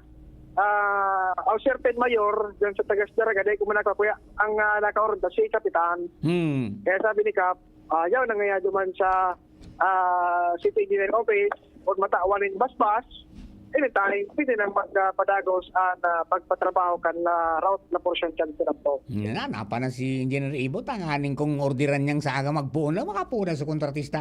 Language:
Bikol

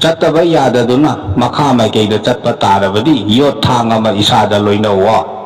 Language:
Manipuri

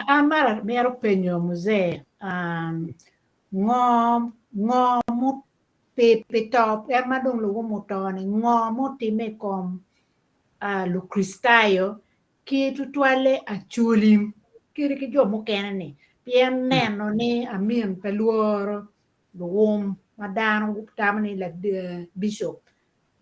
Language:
Acoli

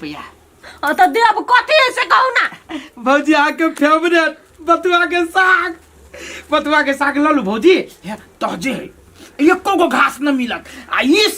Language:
Maithili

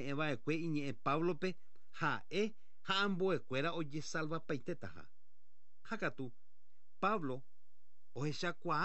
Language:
Guarani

